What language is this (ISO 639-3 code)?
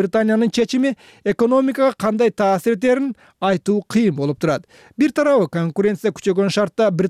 kir